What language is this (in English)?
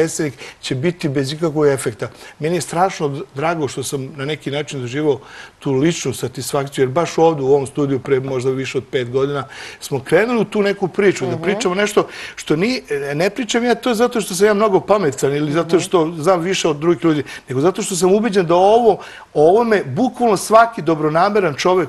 Serbian